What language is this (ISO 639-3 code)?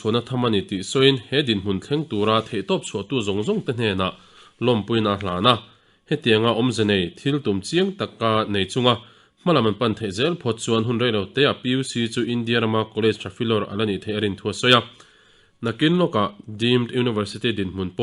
lus